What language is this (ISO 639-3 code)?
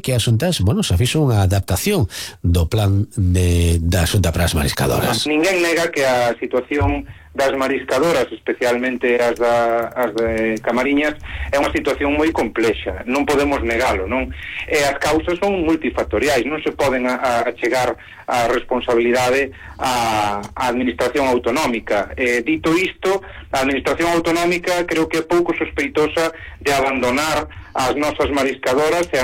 glg